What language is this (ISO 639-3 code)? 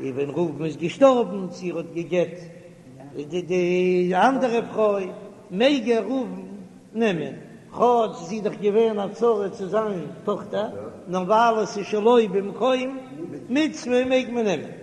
yid